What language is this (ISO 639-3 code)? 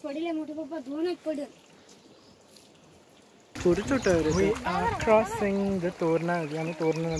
mar